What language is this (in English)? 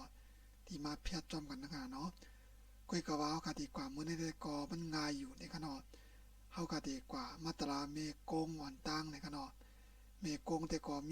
Shan